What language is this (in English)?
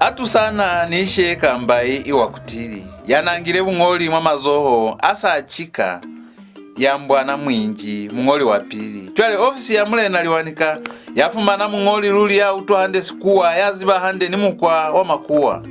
Lozi